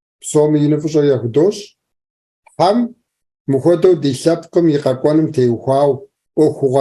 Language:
Kabardian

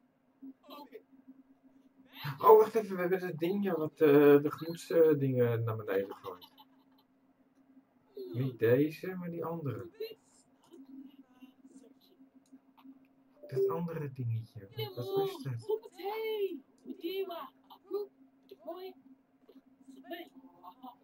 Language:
Dutch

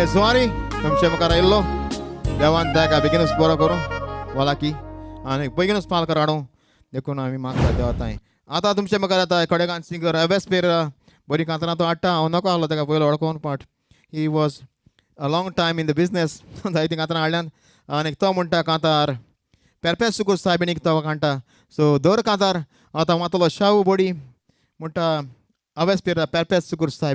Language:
Konkani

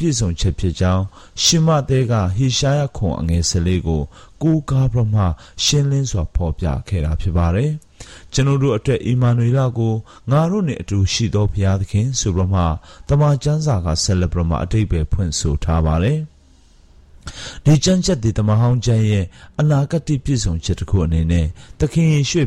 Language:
Burmese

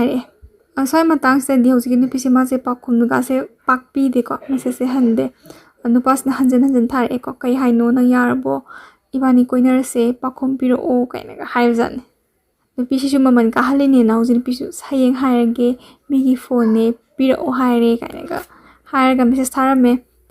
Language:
Manipuri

